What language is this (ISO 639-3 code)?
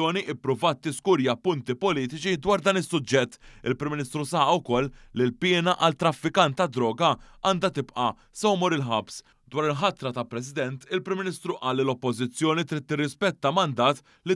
mlt